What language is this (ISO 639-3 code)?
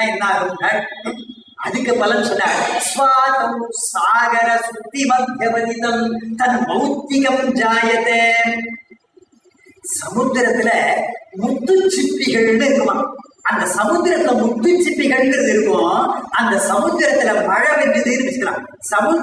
tam